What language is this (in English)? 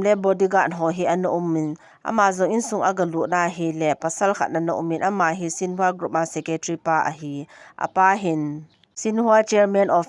Thado Chin